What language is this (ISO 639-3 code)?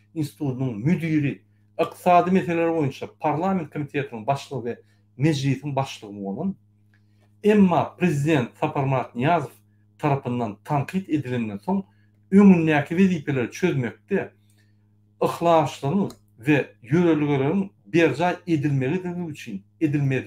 tuk